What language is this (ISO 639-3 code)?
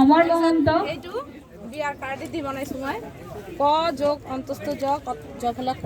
asm